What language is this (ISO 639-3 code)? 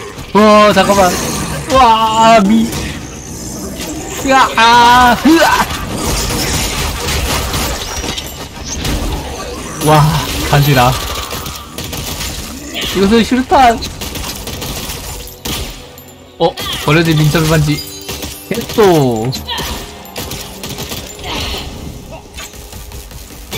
kor